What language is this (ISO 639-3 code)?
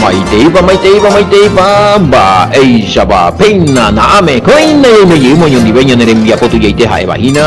grn